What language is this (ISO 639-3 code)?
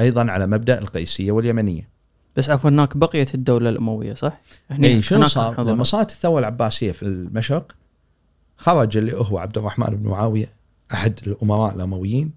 afb